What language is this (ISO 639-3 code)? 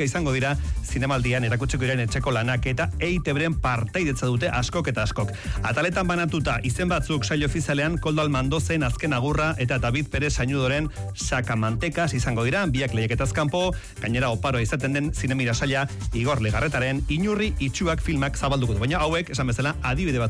eus